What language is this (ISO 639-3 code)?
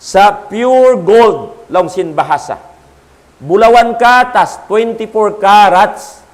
tsg